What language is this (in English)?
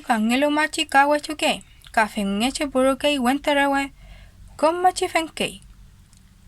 Mapuche